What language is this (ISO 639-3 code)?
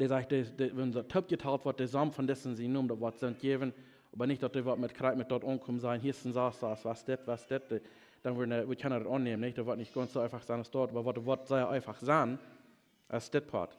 pdt